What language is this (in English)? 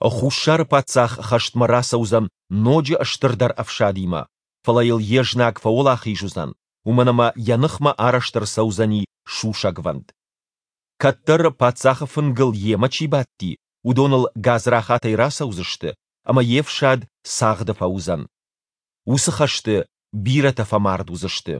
Ossetic